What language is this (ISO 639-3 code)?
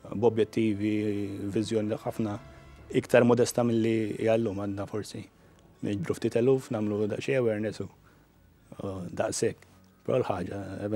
mlt